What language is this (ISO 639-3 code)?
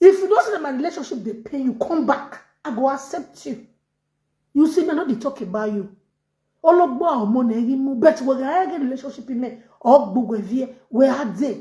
pcm